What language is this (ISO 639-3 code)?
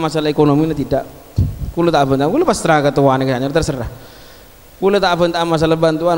mad